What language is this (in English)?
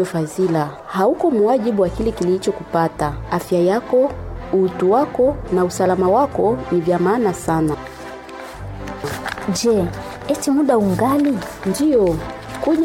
Swahili